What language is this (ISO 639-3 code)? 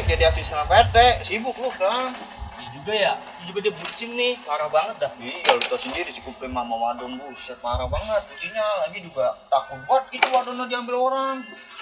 bew